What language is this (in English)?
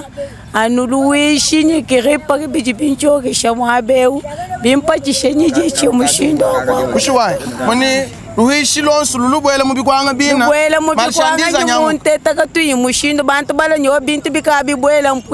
Luba-Lulua